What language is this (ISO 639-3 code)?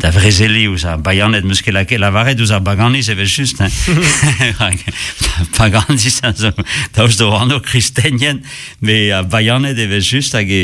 bre